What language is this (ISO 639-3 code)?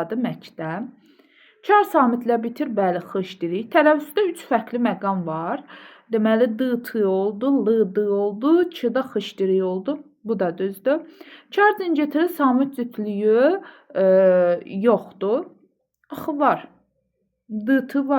aze